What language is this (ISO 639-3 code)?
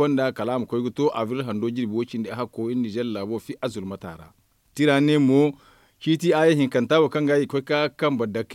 dje